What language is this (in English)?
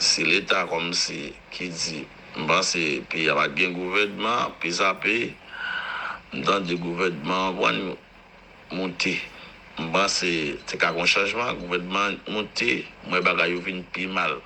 Haitian Creole